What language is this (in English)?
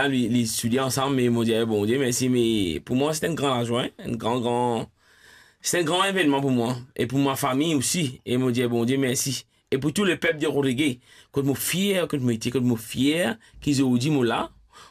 Morisyen